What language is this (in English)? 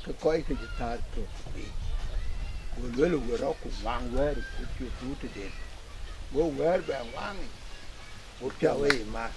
Dinka